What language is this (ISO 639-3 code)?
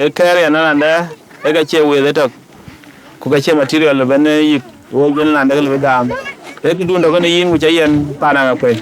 din